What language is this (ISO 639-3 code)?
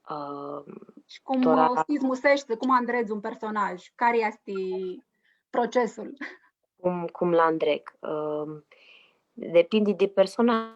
rup